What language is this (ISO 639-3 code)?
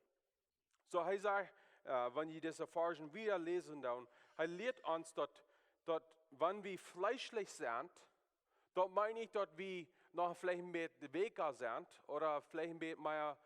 pdt